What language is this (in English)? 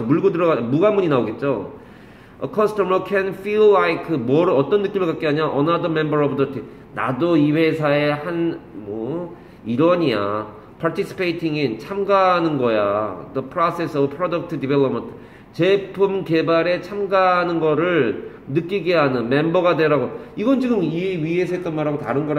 Korean